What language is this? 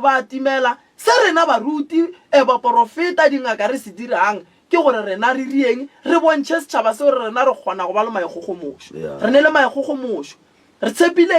Northern Sotho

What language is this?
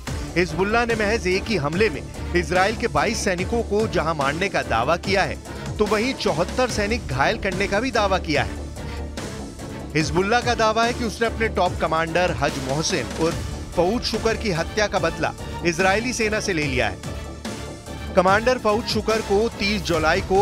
Hindi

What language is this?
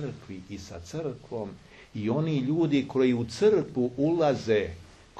Serbian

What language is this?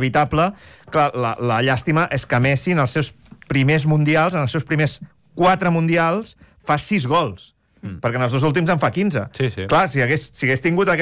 Catalan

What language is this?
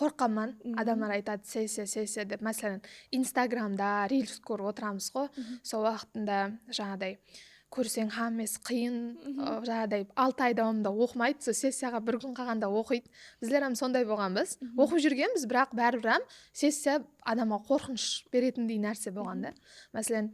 Kara-Kalpak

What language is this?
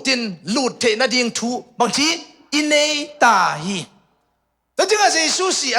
Tedim Chin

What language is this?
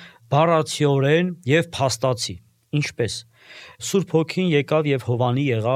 Armenian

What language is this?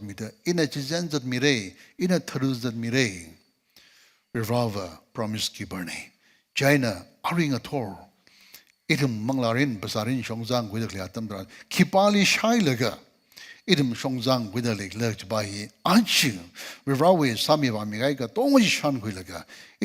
Tangkhul Naga (India)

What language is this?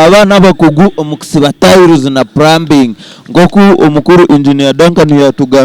Nyankole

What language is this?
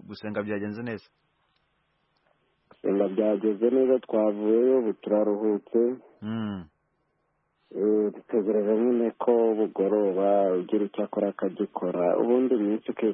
Kinyarwanda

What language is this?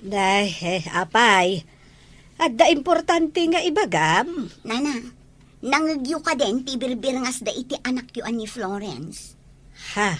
Iloko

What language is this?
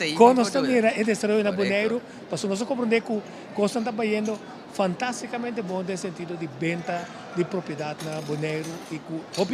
Papiamento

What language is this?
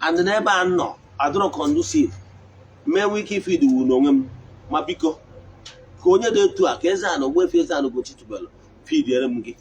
Igbo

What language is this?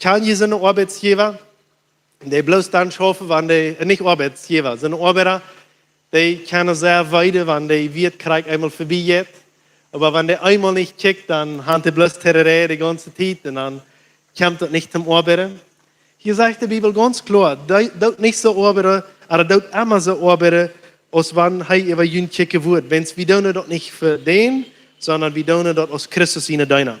Plautdietsch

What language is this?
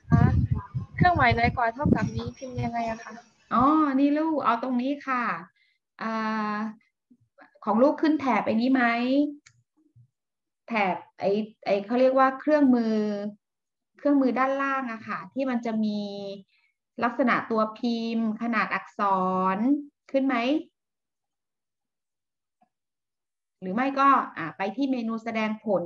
Thai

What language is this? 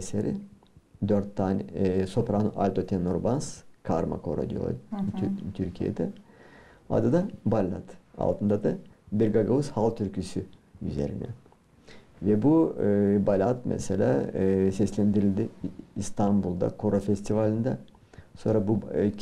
Gagauz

